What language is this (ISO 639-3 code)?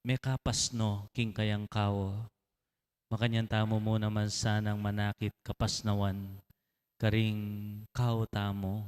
pam